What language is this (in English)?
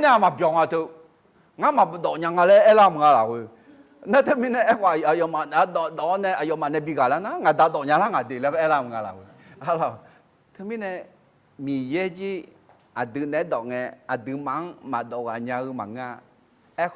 Akha